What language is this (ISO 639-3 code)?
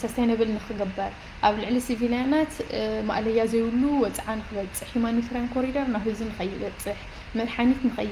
tir